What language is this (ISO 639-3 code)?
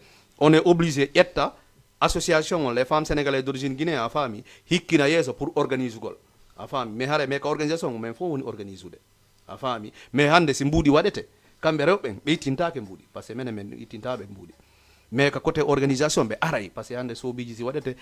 ful